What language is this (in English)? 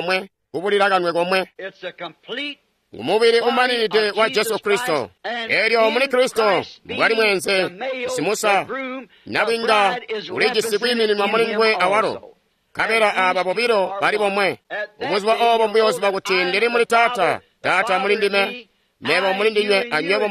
Tonga (Zambia)